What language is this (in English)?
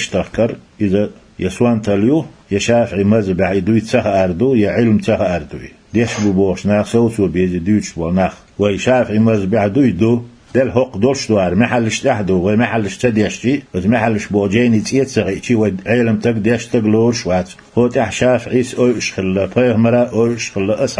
Chechen